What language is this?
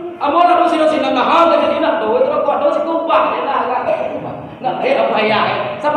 Minangkabau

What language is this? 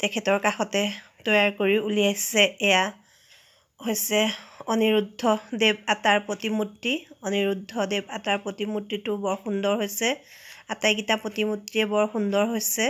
Assamese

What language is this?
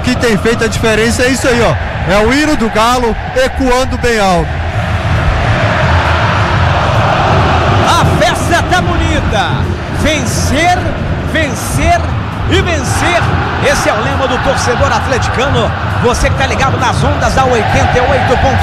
Portuguese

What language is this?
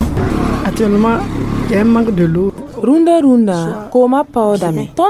Mossi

